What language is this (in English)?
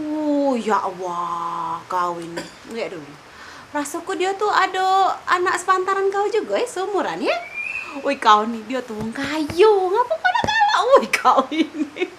Musi